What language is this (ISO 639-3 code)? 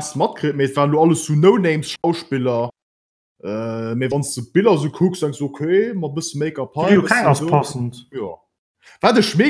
ltz